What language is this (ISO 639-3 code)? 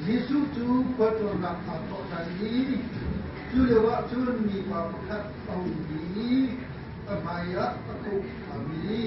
cnh